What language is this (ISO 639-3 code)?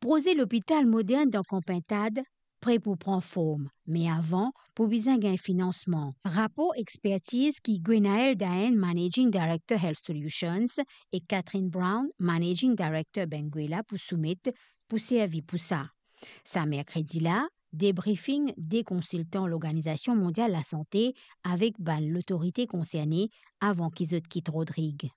mfe